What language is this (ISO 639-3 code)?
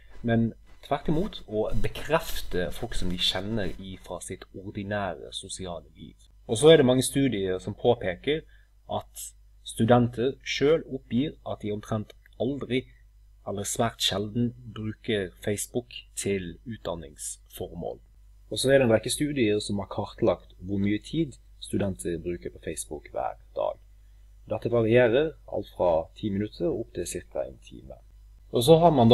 nor